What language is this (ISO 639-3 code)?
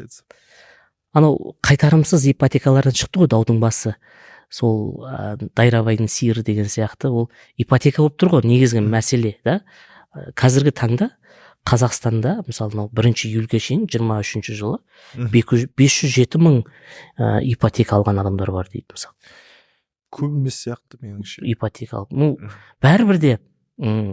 kaz